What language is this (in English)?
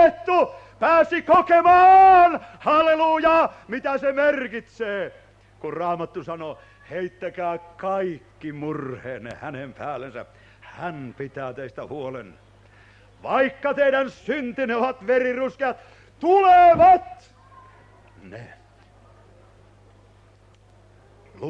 Finnish